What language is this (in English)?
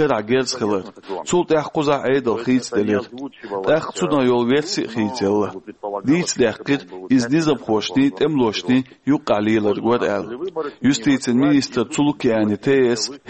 Chechen